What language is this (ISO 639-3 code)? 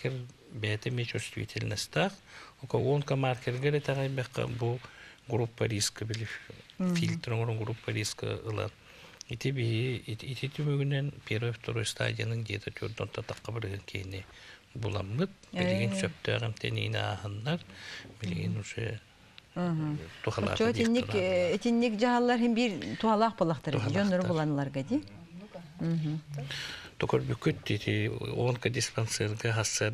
sah